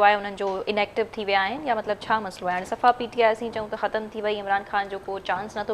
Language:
Sindhi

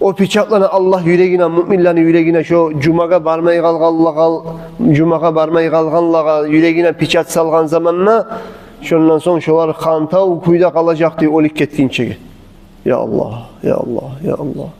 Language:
Kumyk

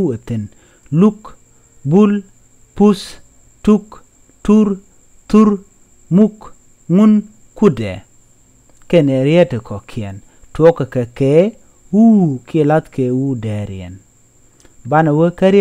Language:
Nuer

